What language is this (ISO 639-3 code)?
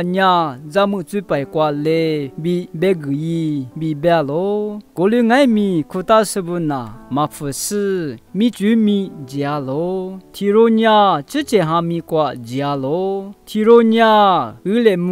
lis